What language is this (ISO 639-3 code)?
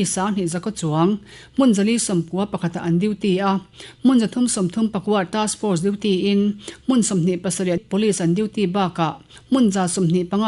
lus